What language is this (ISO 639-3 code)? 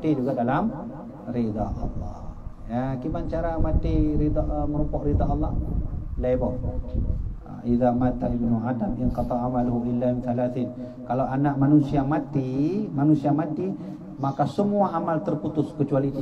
ace